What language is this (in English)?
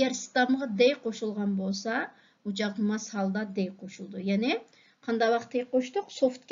Uyghur